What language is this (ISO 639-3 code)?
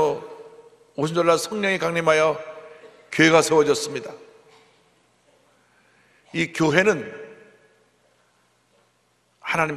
kor